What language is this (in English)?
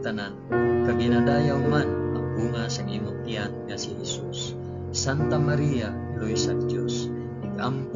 Hiligaynon